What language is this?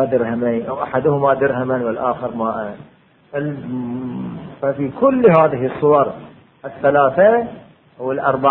Arabic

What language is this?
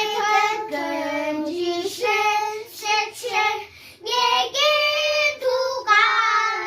Tibetan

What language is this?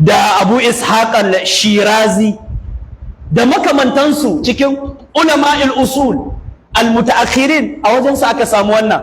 Hausa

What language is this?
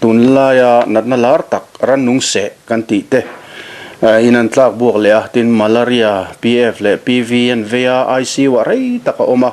Mizo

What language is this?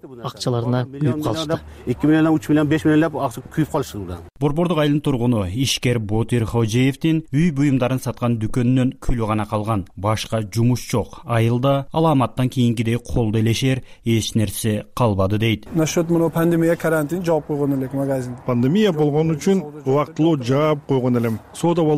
Kyrgyz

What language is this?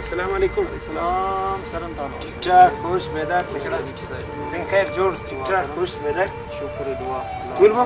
Brahui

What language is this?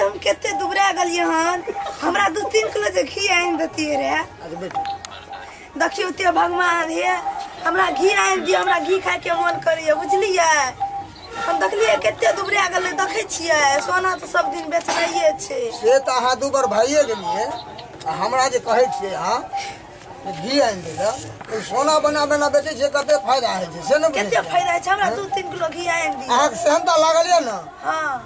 Maithili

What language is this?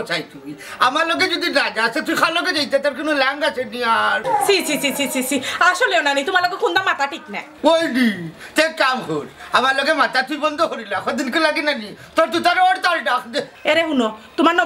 Sylheti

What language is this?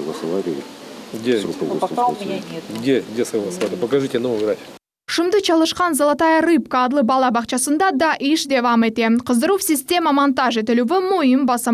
Crimean Tatar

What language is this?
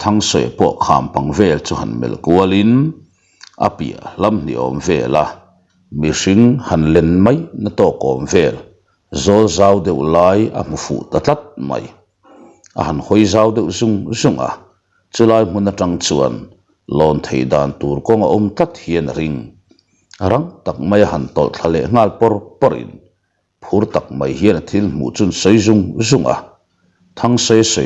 Mizo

